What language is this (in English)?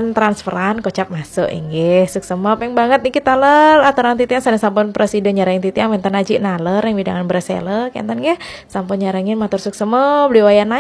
Balinese